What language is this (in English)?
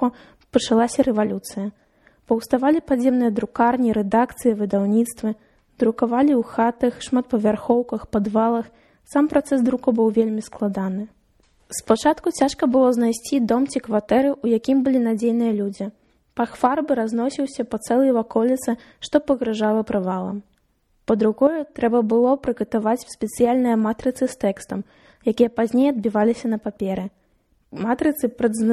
Belarusian